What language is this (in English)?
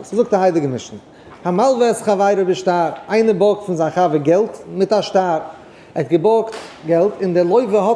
Yiddish